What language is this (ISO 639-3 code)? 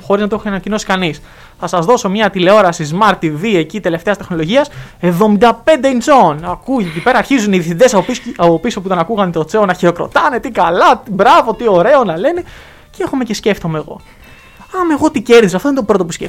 ell